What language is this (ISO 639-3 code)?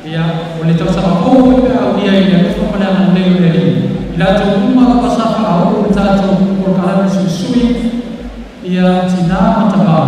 smo